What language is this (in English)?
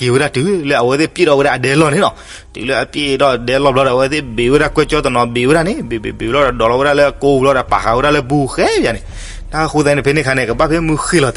S'gaw Karen